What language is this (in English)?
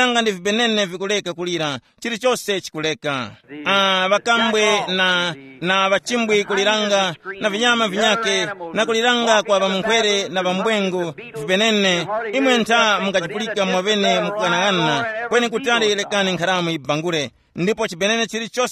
Tumbuka